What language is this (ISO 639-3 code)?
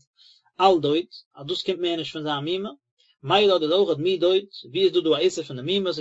yid